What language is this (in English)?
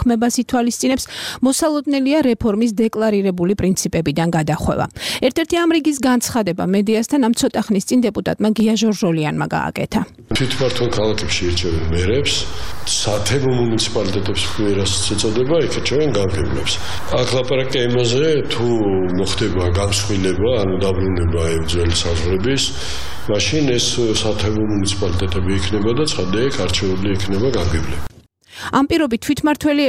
Georgian